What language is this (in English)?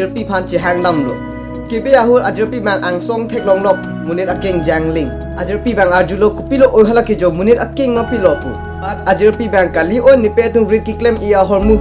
Karbi